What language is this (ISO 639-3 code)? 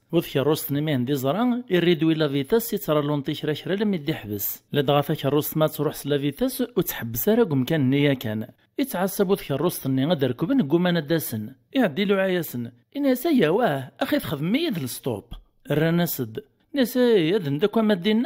kab